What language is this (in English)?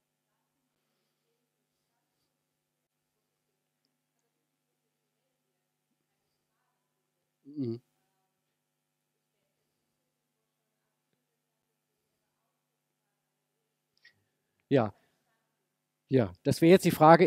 German